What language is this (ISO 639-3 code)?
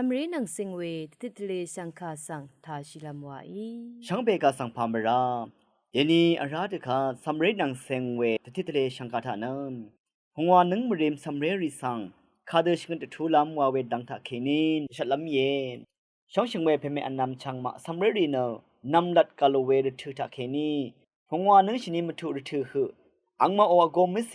raw